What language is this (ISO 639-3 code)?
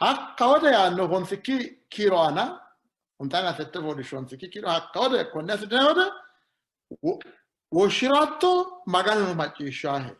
sid